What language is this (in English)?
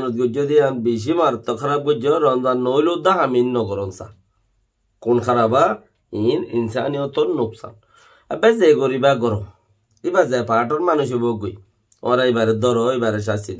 Rohingya